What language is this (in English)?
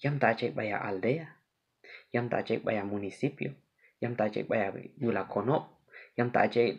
Q'anjob'al